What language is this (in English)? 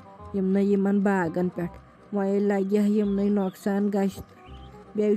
Kashmiri